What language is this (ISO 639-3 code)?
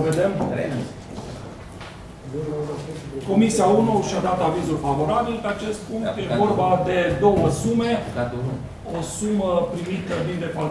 ron